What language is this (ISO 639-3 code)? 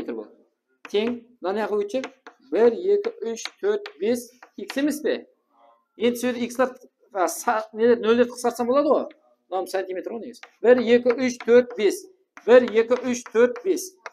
kaa